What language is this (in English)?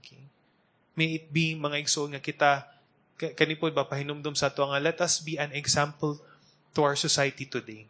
Cebuano